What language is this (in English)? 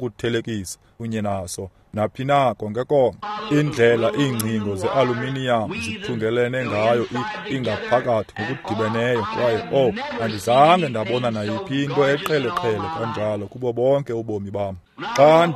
Xhosa